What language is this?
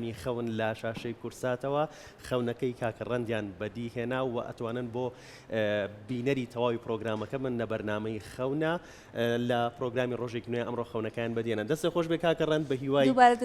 Central Kurdish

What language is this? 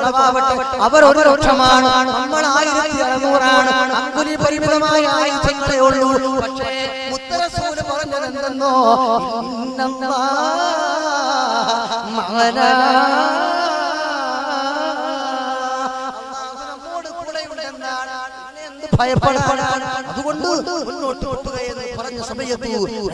Malayalam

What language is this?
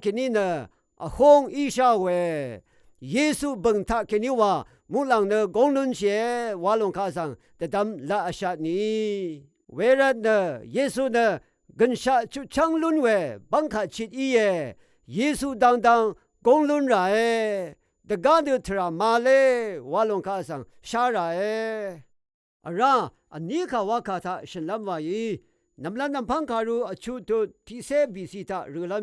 Rawang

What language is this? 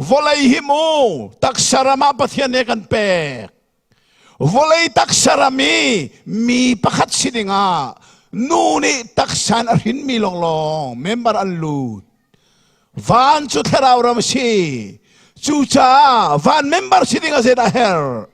Hakha Chin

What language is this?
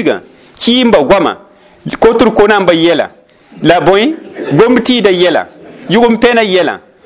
Mossi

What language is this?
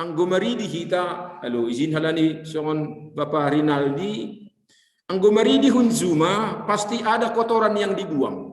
Batak Simalungun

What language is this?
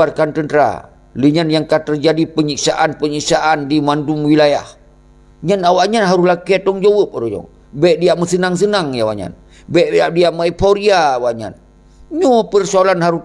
Achinese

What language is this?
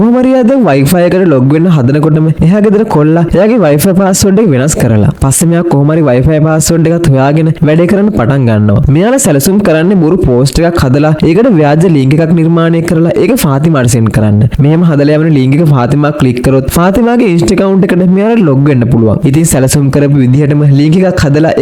Sinhala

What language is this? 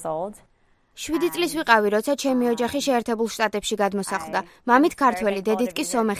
Georgian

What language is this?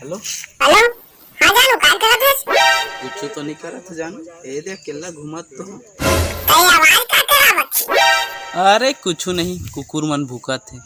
Chhattisgarhi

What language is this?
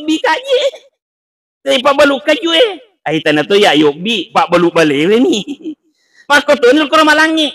Buginese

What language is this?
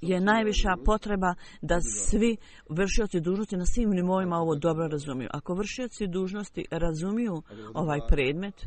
Bosnian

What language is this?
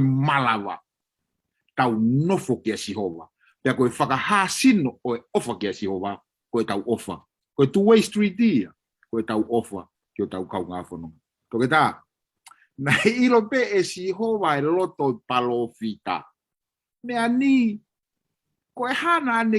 Tongan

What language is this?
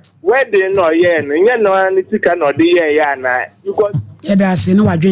Akan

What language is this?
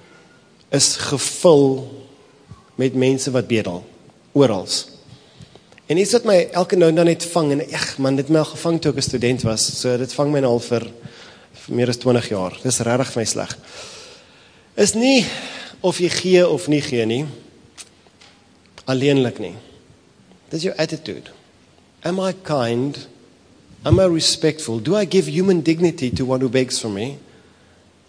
Afrikaans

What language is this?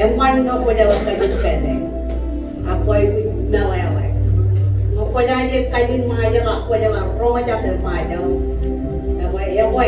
Marshallese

